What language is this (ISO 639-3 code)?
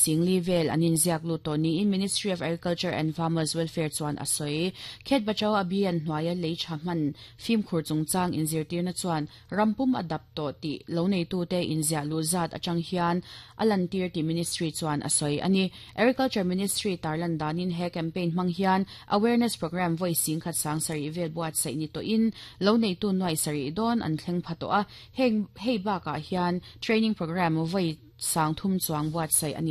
lus